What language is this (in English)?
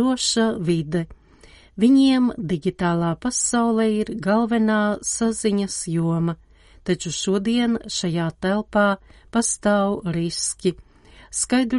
Latvian